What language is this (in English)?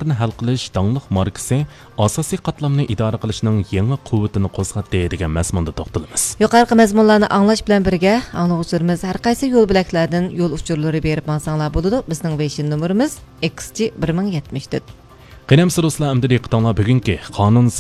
Uyghur